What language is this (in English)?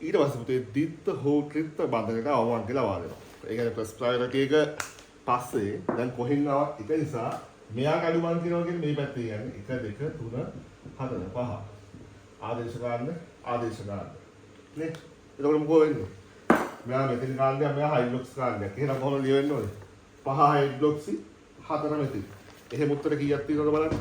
Sinhala